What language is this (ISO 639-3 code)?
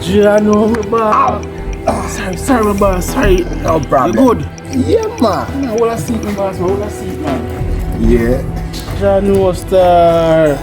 jam